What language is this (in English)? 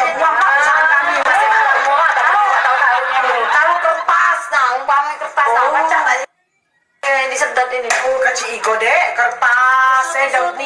Musi